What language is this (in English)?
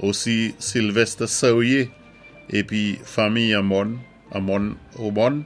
Saint Lucian Creole French